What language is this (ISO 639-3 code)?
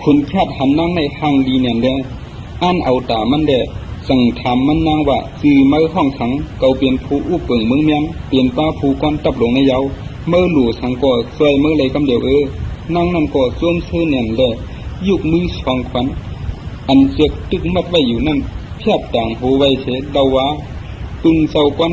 shn